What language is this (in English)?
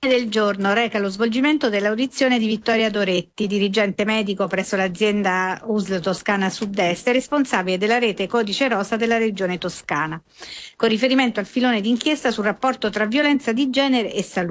Italian